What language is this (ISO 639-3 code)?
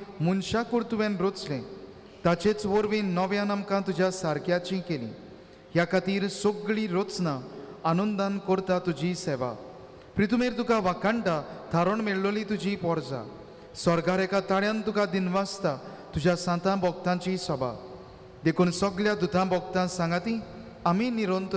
kok